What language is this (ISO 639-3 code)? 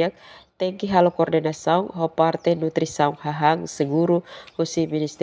tet